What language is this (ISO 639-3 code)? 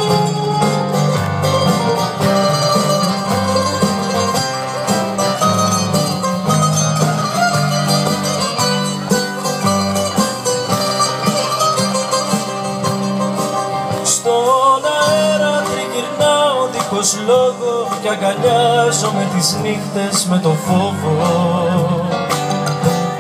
ell